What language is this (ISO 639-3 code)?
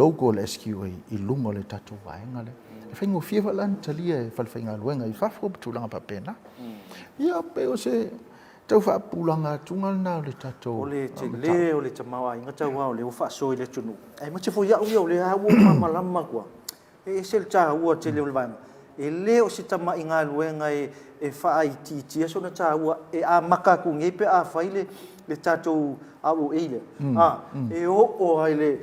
smo